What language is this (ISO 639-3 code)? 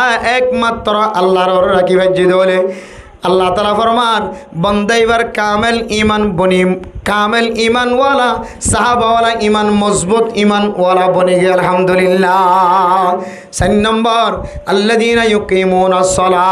rhg